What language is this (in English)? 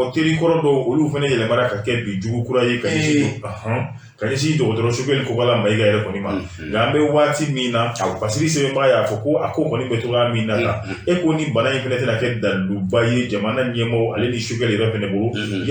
Bambara